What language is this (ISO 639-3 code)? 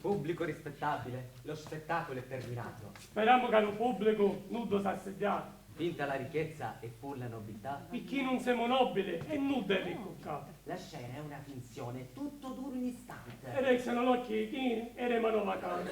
scn